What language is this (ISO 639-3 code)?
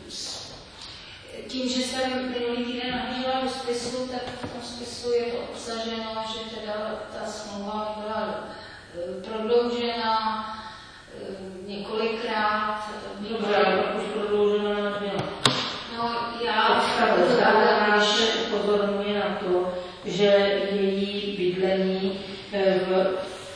ces